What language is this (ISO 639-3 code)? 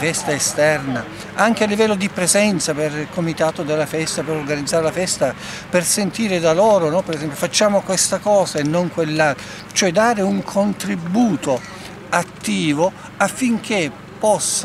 ita